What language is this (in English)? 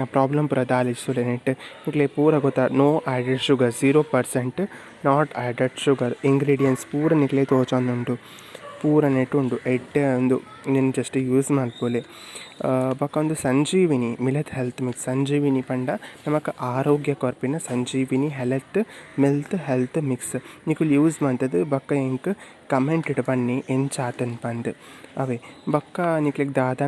Tulu